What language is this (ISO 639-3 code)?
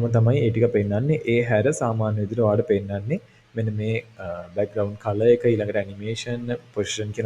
sin